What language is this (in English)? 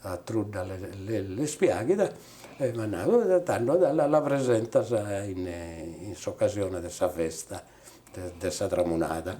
Sardinian